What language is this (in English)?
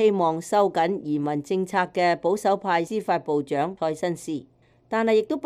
Cantonese